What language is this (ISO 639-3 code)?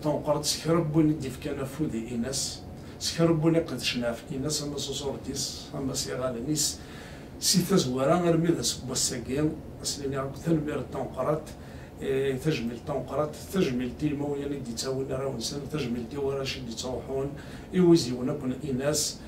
kab